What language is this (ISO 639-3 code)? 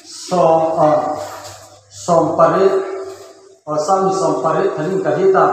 hmr